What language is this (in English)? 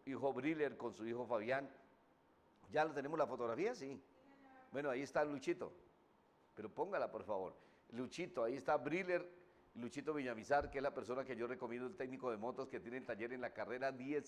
Spanish